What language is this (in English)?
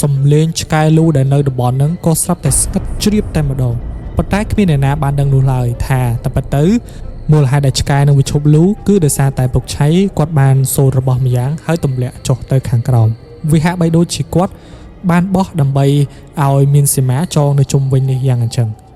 Khmer